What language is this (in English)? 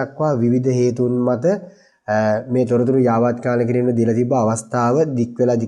Sinhala